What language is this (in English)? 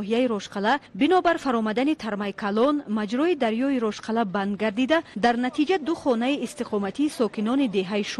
Tajik